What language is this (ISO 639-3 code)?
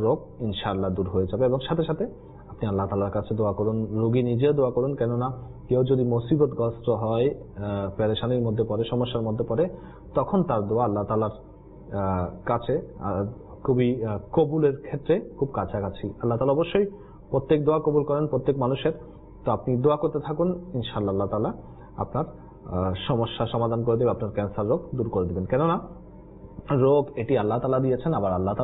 ben